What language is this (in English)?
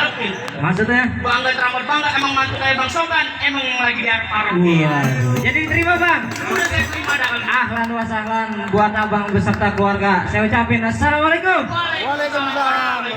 Betawi